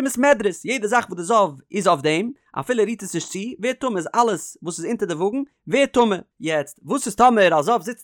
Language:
Yiddish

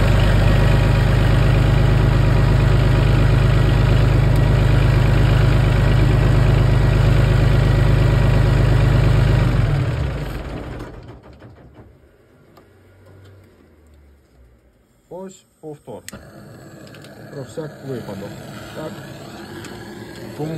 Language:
Ukrainian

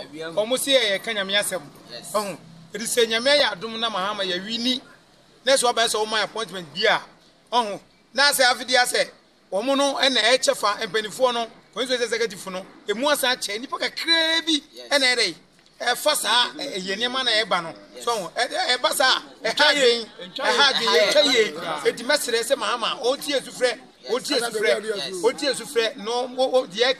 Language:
Akan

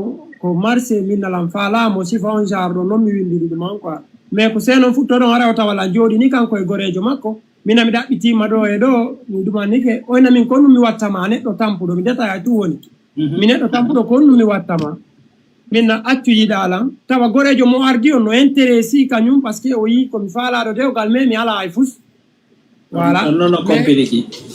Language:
Fula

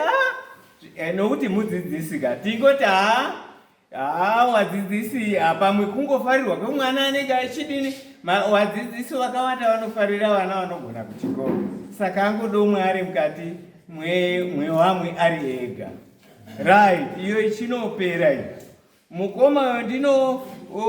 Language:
Shona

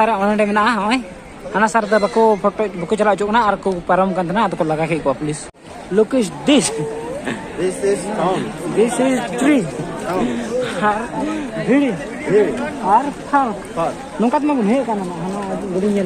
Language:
Santali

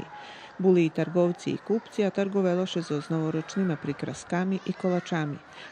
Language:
Rusyn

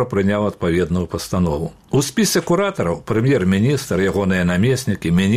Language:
Belarusian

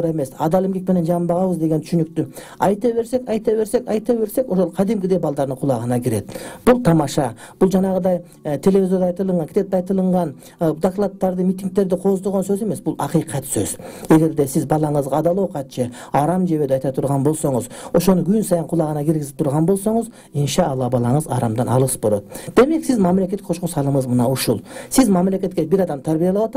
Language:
Kyrgyz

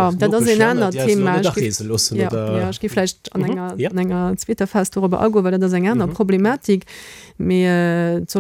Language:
Luxembourgish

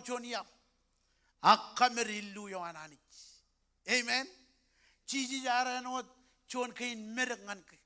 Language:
Marshallese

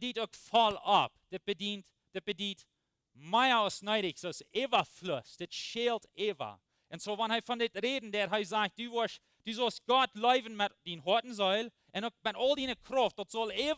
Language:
Plautdietsch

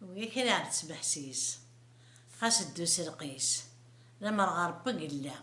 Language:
Kabyle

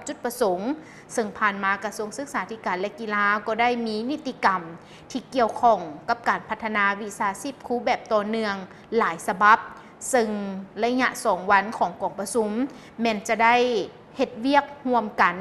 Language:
Lao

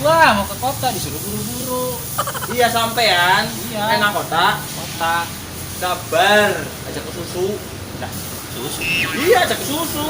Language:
Betawi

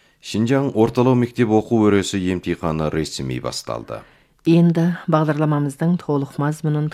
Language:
Kazakh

